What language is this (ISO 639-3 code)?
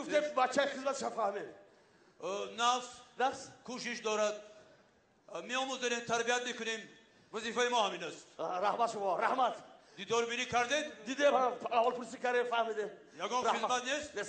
tgk